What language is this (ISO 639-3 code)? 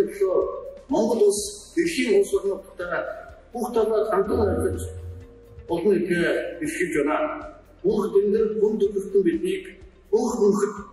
mon